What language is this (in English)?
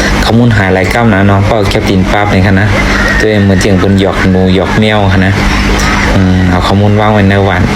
Shan